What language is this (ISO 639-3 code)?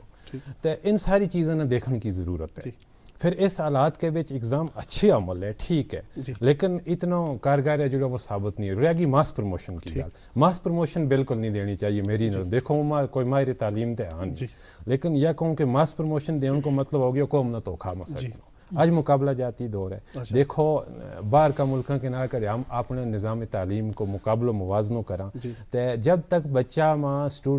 gju